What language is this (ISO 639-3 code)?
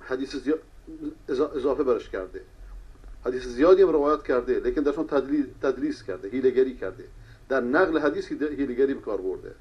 fas